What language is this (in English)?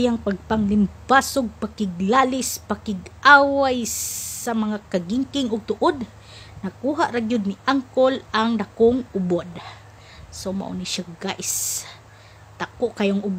Cebuano